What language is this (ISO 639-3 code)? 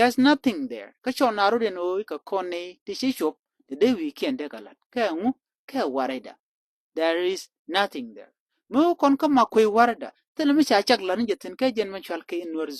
nus